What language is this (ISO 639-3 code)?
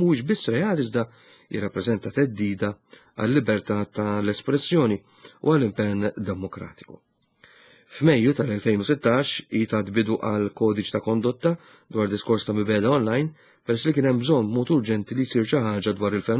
mlt